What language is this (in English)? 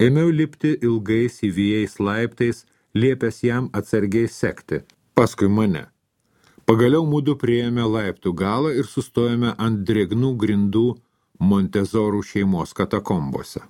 Lithuanian